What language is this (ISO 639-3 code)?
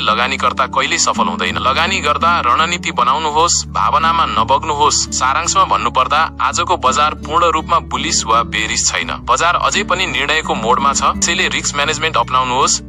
nep